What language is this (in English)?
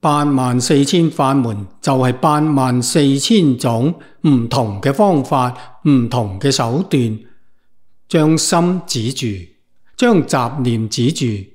Cantonese